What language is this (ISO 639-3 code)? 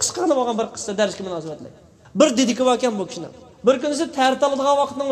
uig